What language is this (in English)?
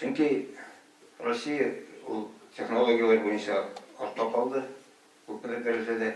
Tatar